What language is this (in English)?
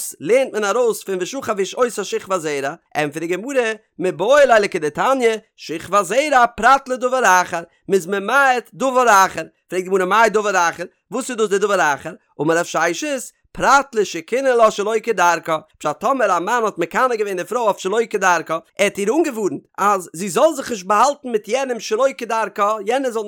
Yiddish